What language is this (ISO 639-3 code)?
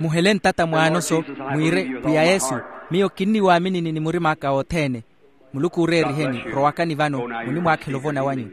vmw